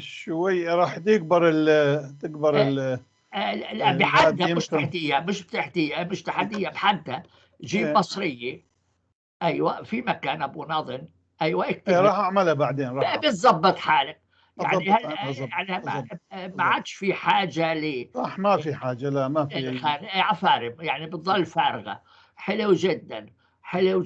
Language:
North Levantine Arabic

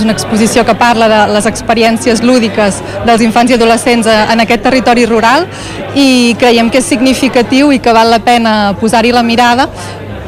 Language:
Catalan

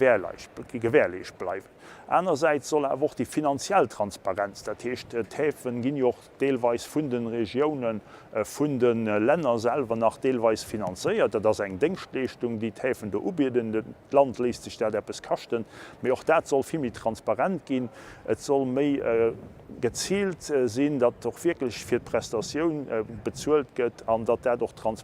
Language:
Luxembourgish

